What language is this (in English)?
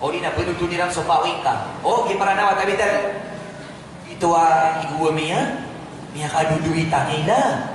Maranao